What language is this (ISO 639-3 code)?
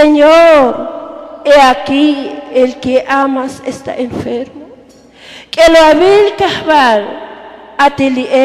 tzo